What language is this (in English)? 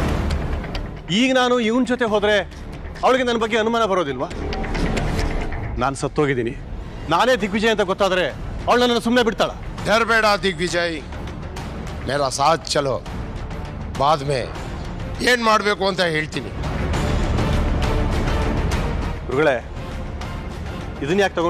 Kannada